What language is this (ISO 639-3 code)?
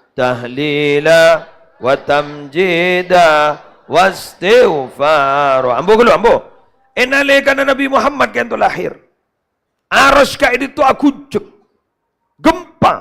mad